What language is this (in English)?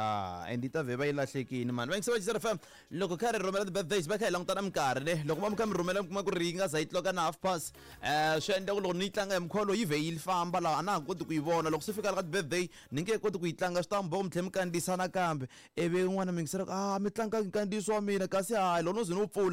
Tsonga